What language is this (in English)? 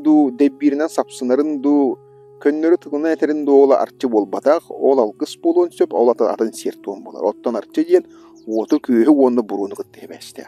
Yakut